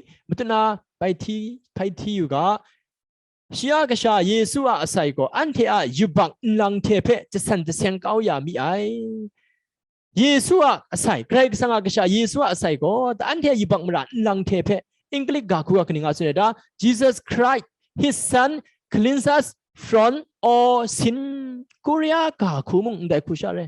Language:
Kachin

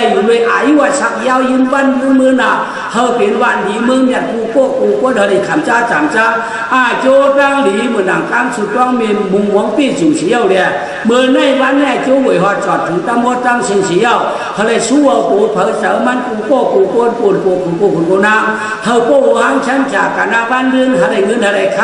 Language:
Shan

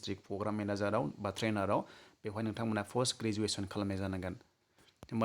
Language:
Bodo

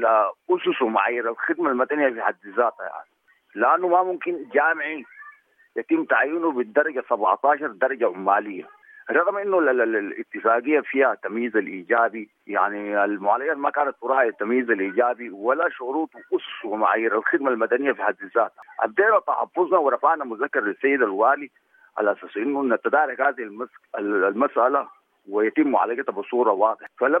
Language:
Sudanese Arabic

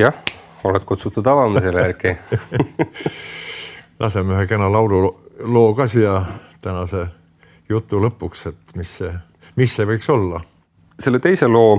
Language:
Estonian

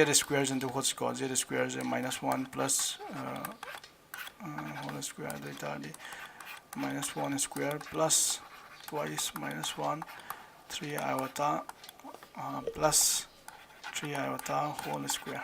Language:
Manipuri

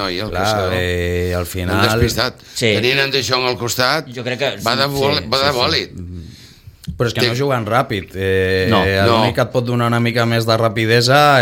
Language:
Catalan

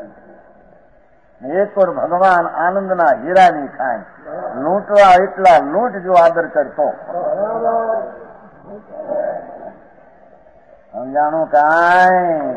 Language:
Gujarati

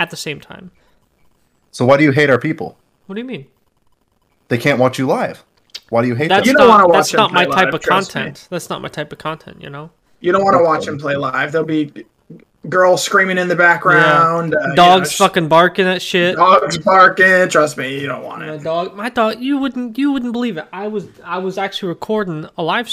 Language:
English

